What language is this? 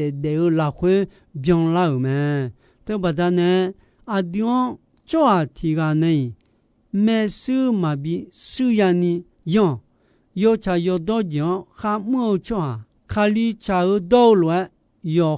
Akha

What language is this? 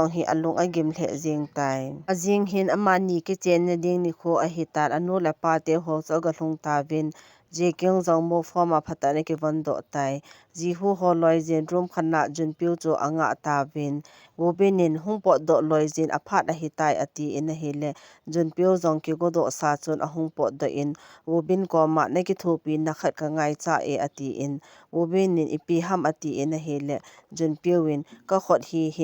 Thado Chin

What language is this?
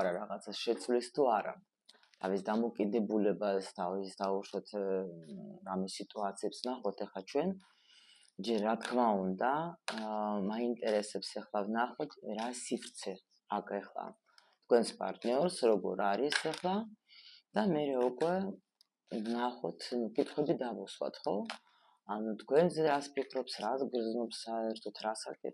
Georgian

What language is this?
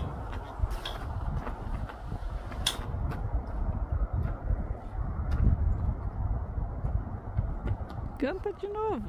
Portuguese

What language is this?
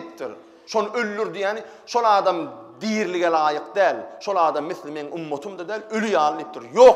Turkmen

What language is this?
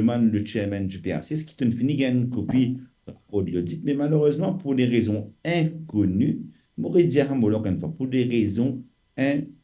Morisyen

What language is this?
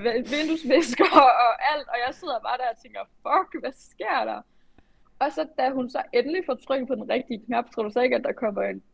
Danish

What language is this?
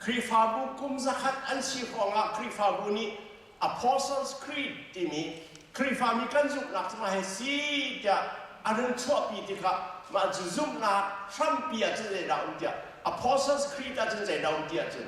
Hakha Chin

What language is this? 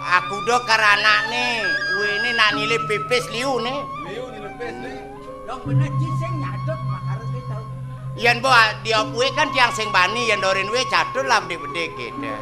Balinese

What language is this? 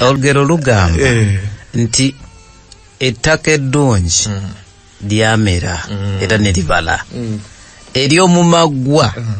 Ganda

